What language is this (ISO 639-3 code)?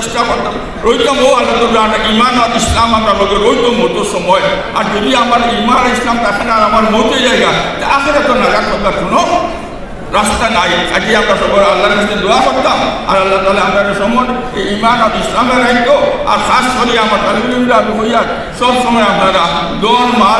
syl